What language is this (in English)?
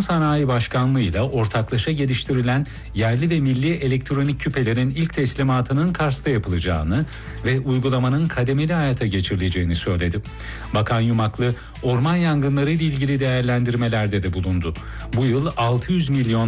Turkish